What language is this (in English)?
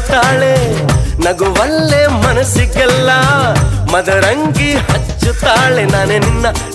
Kannada